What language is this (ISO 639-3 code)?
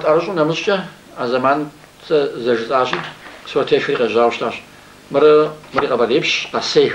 kbd